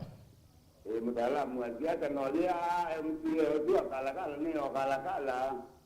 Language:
Kamba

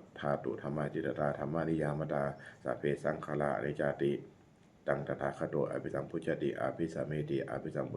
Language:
Pali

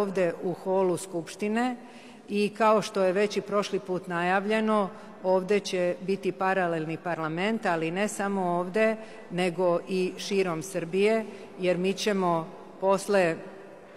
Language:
Serbian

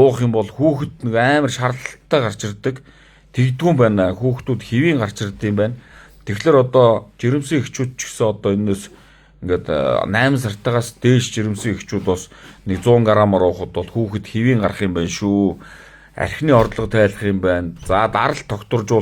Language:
Mongolian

